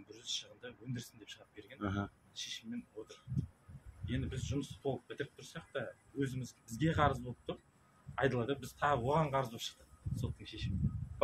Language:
Kazakh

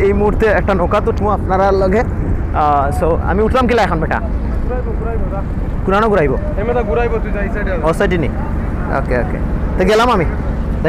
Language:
Sylheti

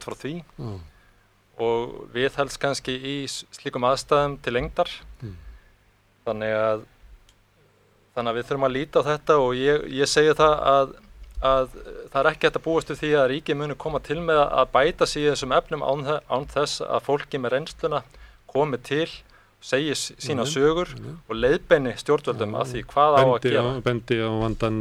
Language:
Icelandic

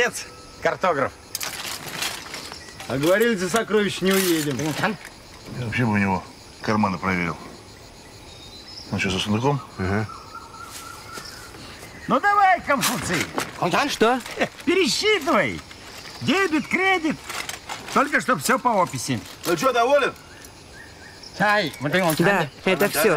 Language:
Russian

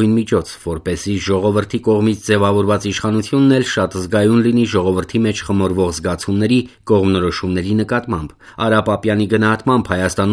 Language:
Armenian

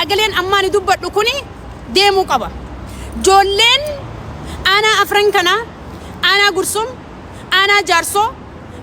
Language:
Oromo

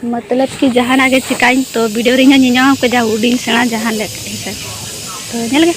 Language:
Santali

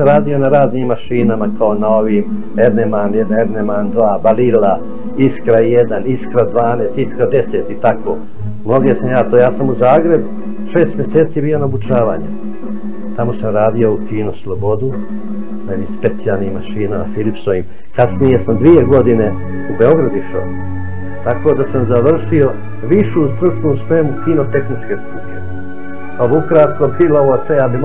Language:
Bosnian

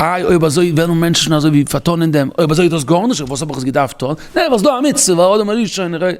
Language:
Yiddish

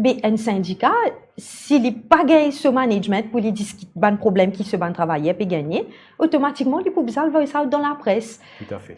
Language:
Morisyen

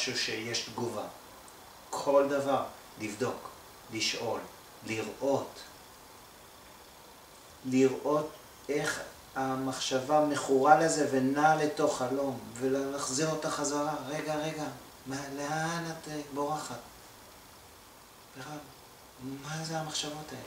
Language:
Hebrew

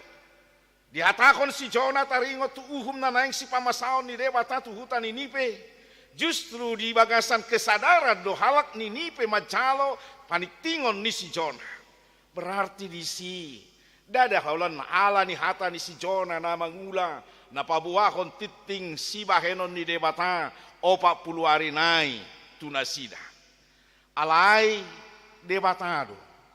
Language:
Batak Toba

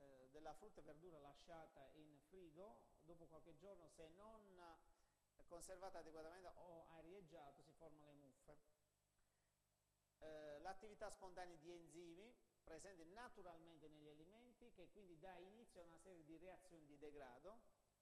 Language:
Italian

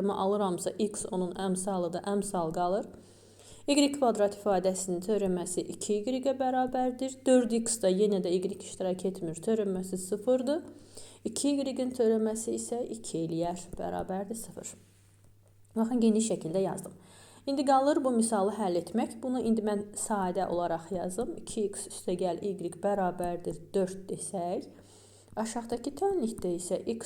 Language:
Azerbaijani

